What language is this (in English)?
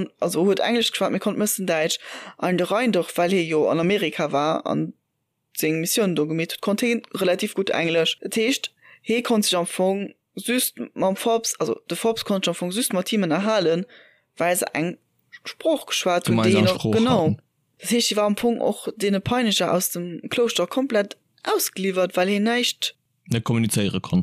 Luxembourgish